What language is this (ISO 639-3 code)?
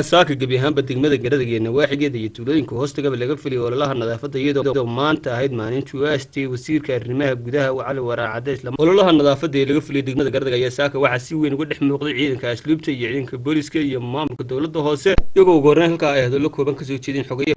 som